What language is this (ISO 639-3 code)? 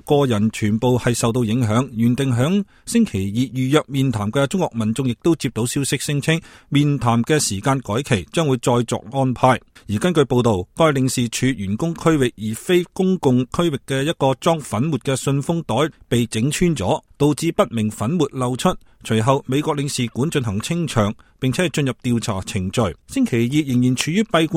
yue